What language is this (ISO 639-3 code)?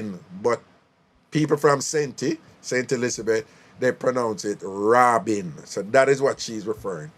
jam